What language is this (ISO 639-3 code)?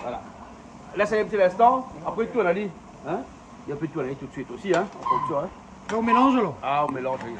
rcf